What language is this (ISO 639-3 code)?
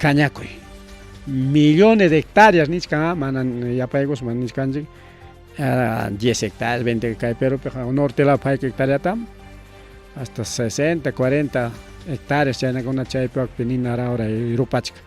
quy